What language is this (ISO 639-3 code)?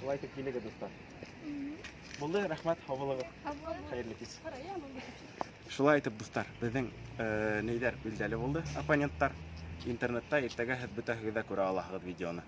bak